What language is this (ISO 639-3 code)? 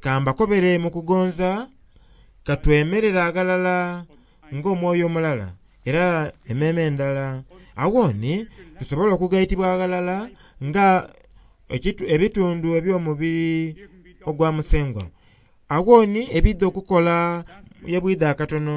xog